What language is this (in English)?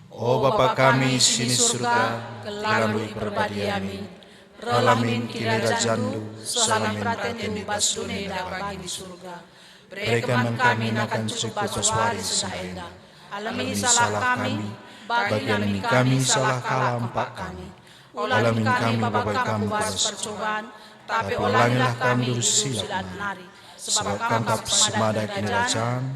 Batak Karo